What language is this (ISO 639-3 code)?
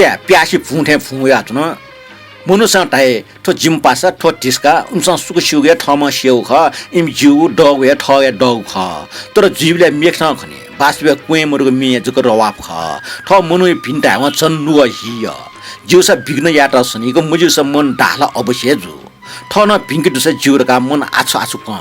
new